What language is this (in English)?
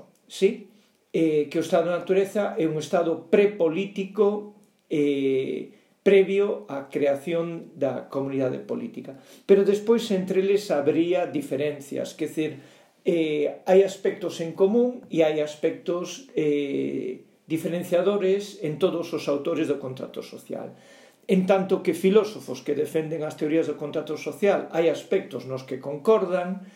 Galician